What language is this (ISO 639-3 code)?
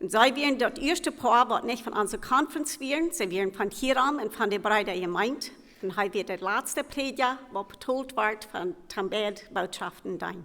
pdt